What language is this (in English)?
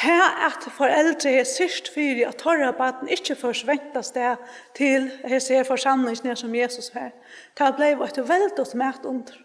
Faroese